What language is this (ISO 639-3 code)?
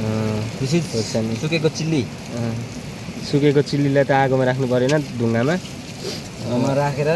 nep